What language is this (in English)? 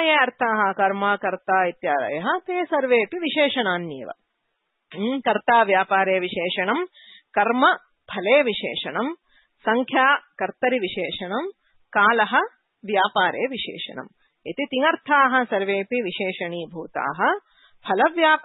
Sanskrit